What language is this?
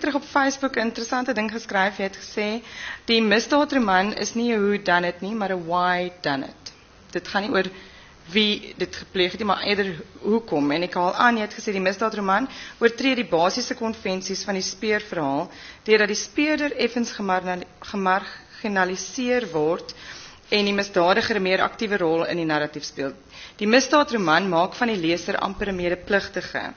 Afrikaans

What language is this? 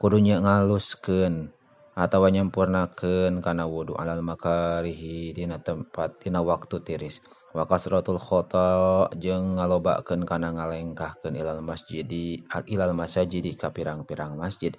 Sundanese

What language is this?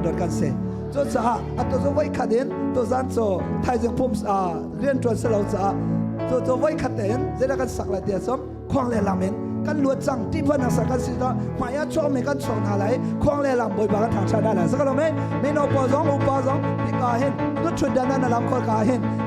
Hakha Chin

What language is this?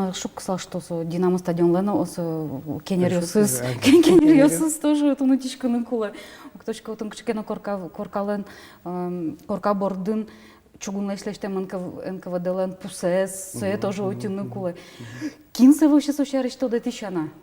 Udmurt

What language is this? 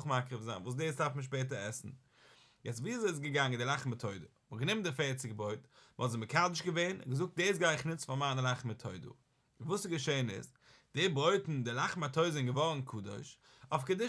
Yiddish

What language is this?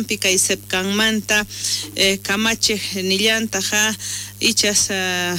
South Bolivian Quechua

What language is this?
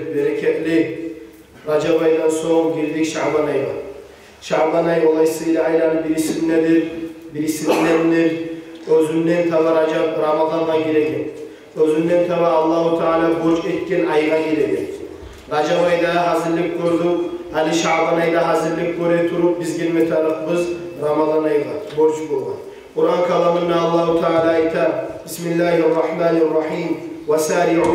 Kumyk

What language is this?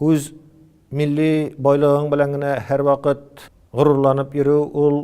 Tatar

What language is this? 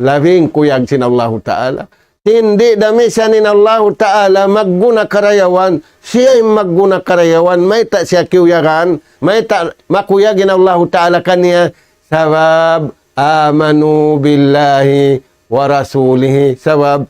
Tausug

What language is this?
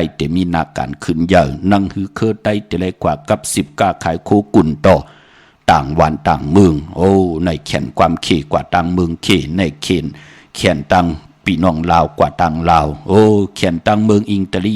Shan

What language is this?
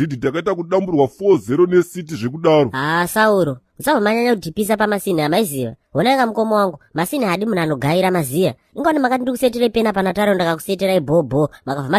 Shona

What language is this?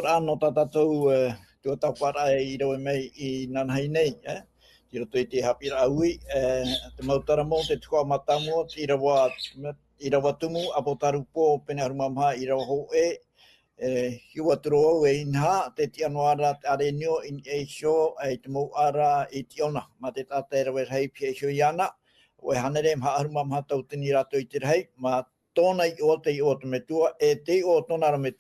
Tahitian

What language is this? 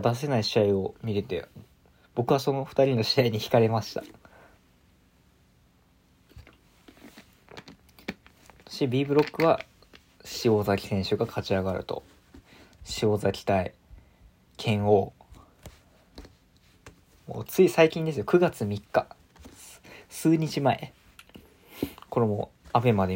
Japanese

